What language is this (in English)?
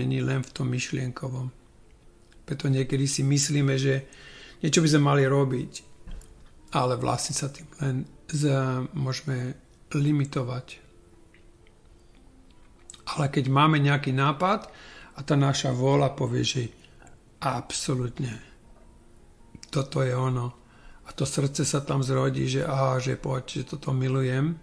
Slovak